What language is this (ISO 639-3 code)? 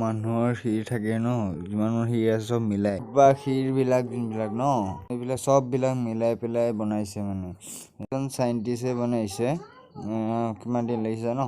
asm